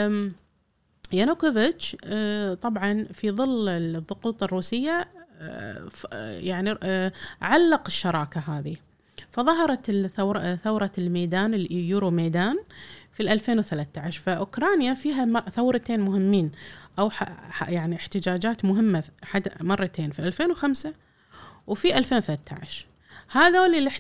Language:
Gulf Arabic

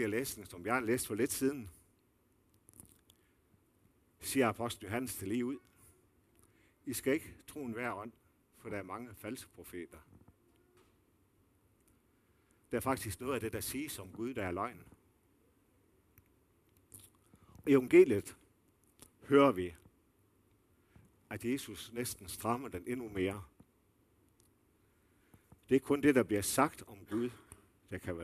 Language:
Danish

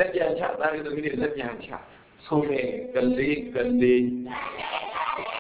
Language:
Burmese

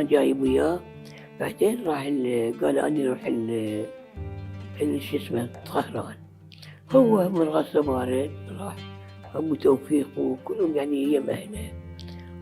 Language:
Mesopotamian Arabic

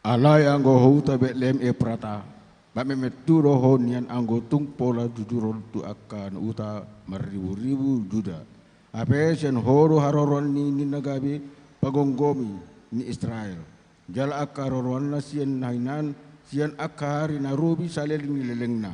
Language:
Batak Toba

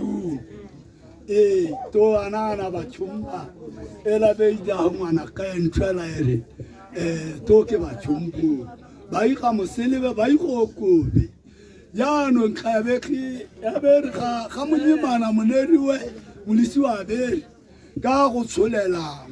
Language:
Tswana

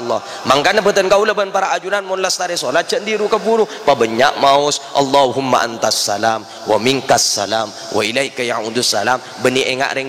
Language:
Madurese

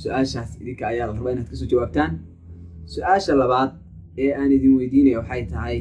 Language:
Somali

